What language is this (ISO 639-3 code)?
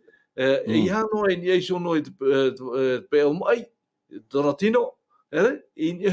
tah